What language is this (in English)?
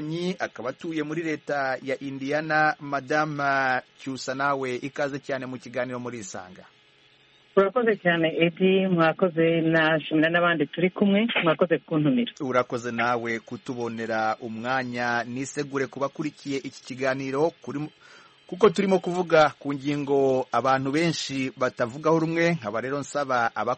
Kinyarwanda